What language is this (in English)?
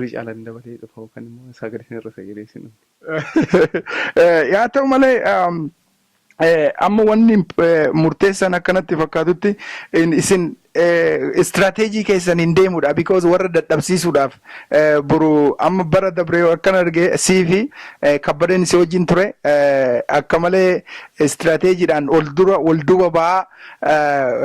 Oromo